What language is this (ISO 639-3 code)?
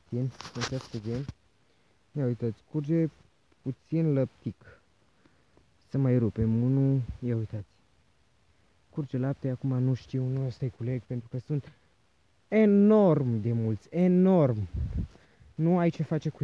ron